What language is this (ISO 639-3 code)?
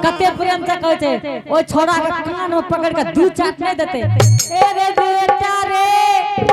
anp